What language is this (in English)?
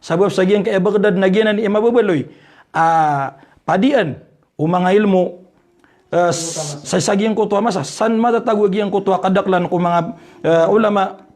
Maranao